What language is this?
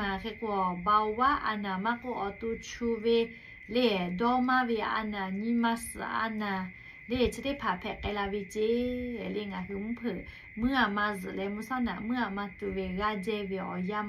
Lahu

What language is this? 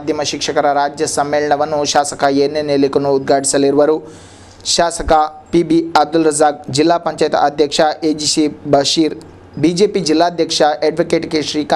Kannada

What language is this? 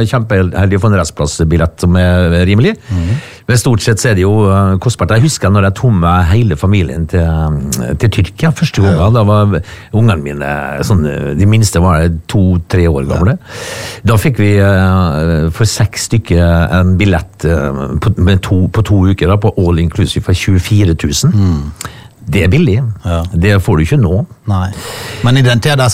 Norwegian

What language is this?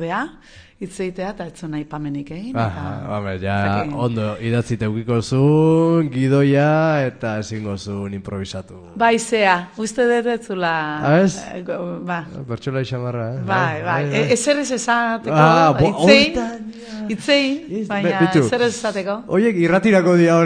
Basque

